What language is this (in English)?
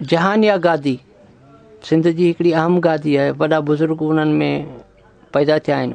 Sindhi